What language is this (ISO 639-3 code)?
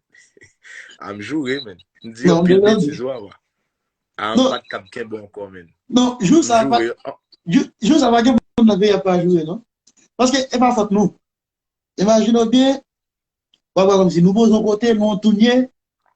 hat